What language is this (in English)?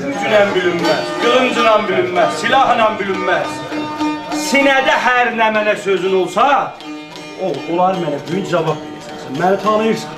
South Azerbaijani